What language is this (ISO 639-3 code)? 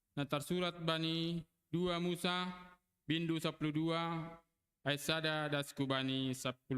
bts